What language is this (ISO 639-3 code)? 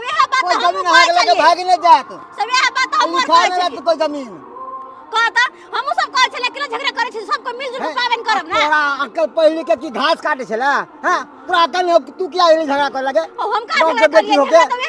mai